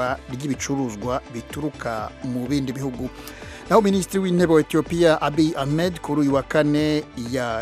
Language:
Kinyarwanda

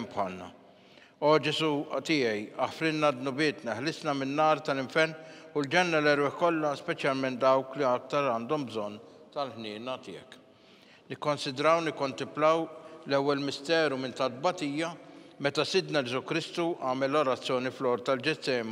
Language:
Maltese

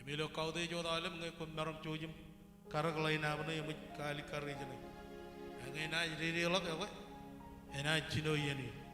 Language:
Marshallese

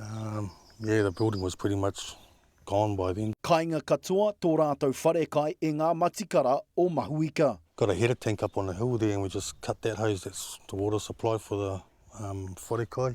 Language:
Māori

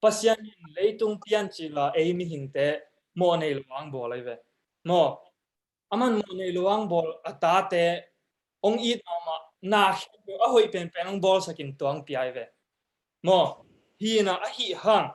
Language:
Tedim Chin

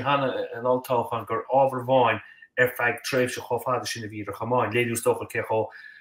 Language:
Irish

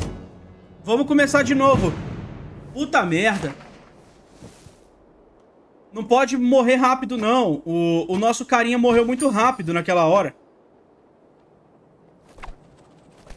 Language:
Portuguese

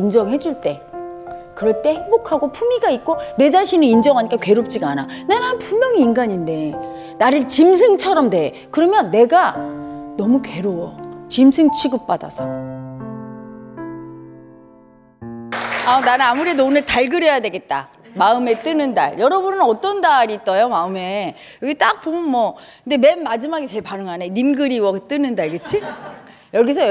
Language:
Korean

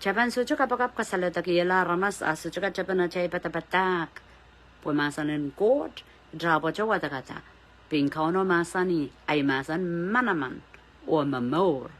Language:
Pohnpeian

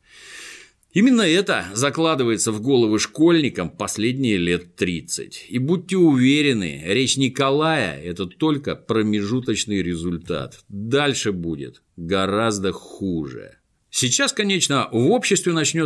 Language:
Russian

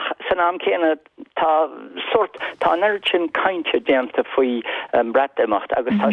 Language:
Irish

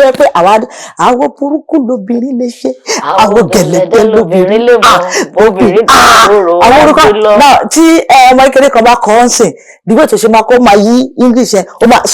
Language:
Yoruba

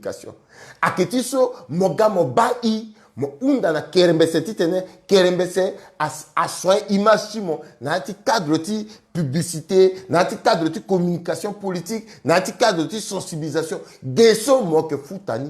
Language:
Sango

